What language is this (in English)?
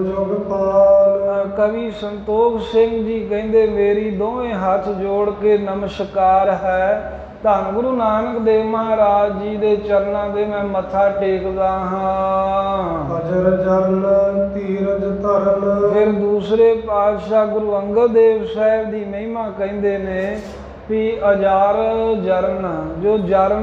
Punjabi